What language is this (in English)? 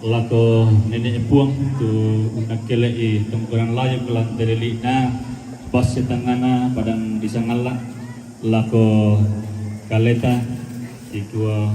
Toraja-Sa'dan